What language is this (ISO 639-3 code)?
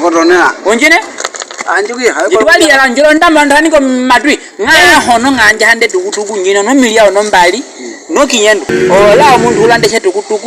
nyk